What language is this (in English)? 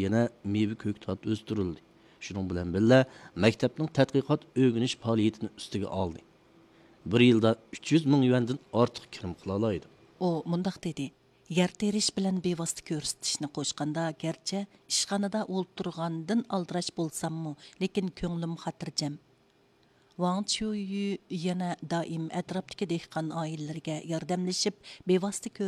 Uyghur